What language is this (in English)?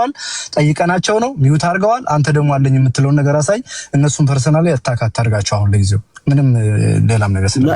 Amharic